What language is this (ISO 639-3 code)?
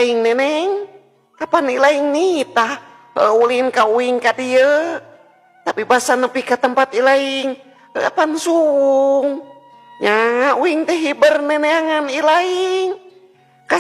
sun